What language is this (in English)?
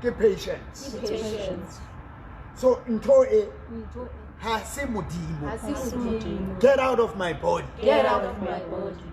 Southern Sotho